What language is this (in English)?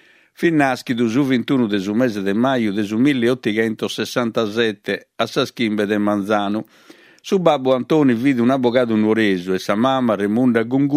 Sardinian